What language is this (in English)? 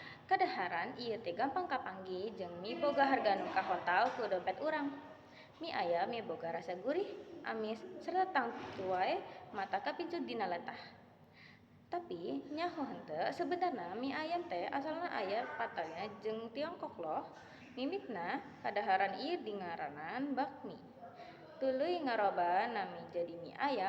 Sundanese